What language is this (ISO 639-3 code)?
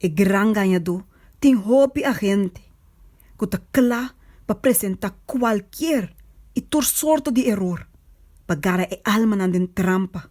pap